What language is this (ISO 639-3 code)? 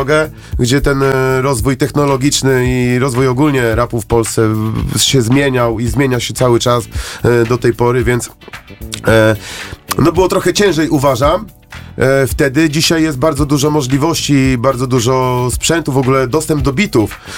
pol